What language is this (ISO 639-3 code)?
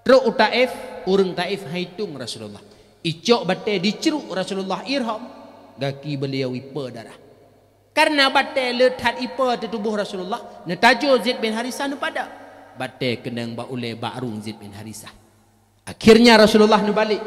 ace